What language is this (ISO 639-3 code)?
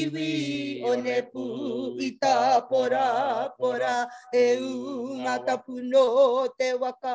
mri